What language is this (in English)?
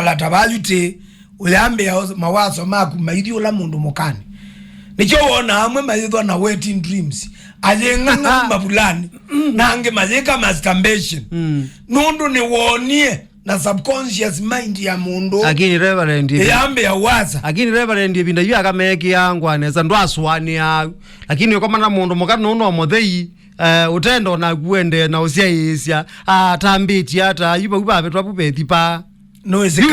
Kamba